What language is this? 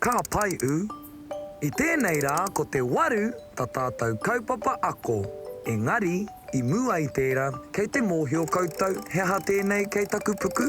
Māori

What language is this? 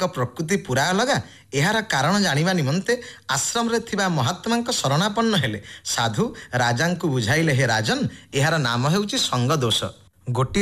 Odia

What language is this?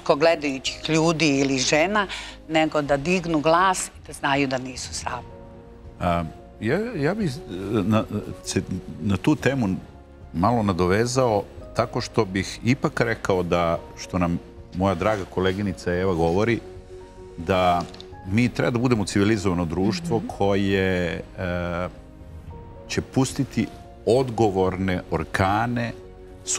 Serbian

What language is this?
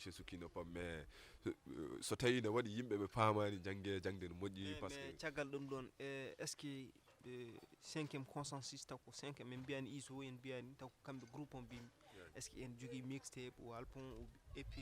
Fula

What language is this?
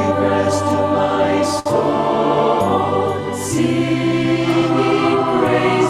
Ewe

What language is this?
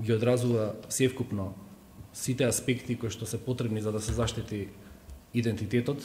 Macedonian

